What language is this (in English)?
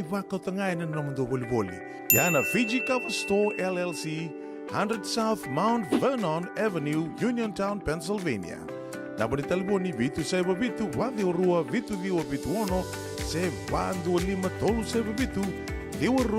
Fijian